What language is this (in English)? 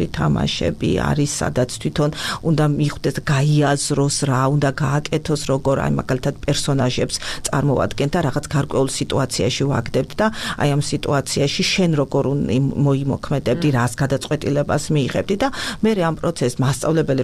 Georgian